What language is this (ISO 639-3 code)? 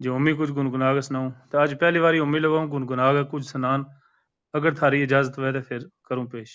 gju